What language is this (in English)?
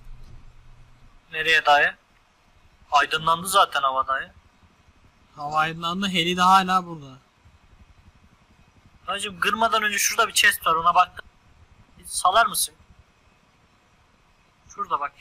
Turkish